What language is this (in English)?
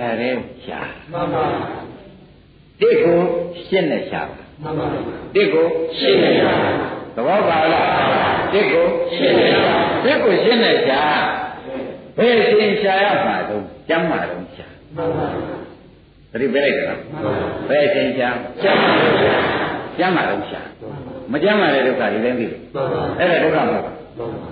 Burmese